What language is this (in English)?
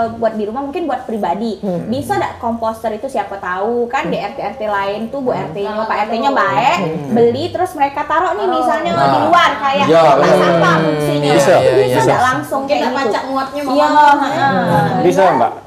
Musi